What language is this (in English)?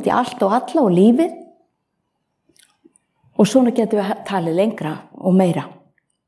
Icelandic